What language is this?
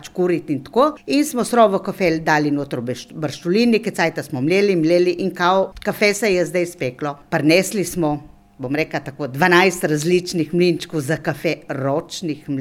Slovenian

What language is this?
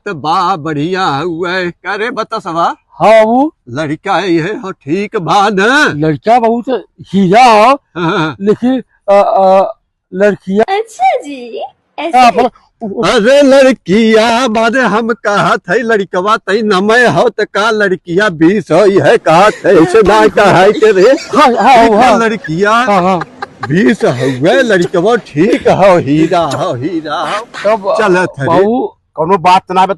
Awadhi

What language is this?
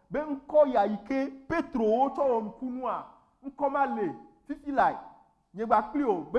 Ewe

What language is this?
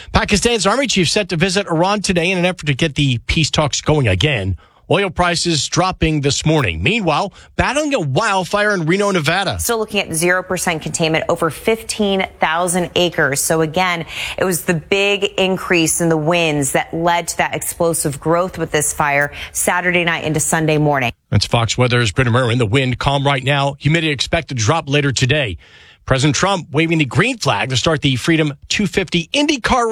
English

